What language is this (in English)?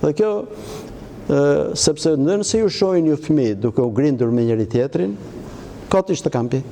Albanian